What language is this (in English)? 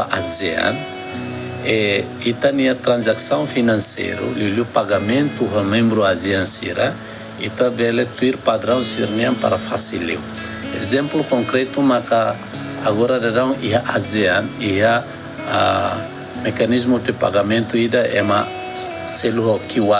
Tetum